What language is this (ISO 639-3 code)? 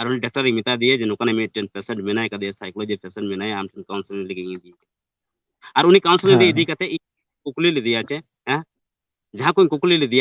sat